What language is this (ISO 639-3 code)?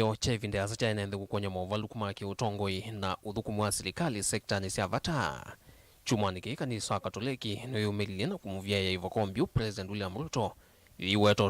kam